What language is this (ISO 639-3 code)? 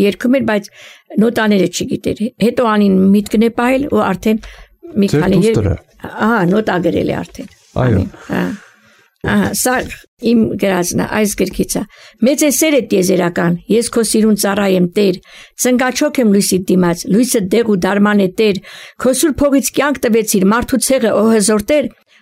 hye